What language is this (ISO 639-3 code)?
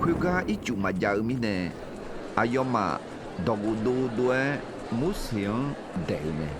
ahk